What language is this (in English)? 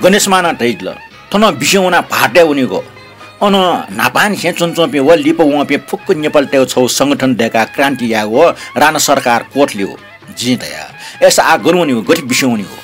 Newari